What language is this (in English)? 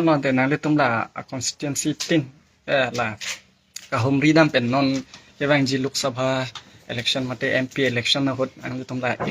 Karbi